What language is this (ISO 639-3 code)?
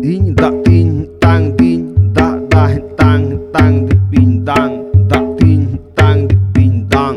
sat